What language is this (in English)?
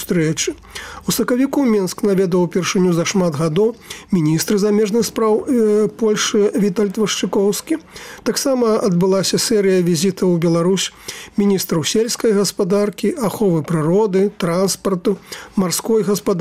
Belarusian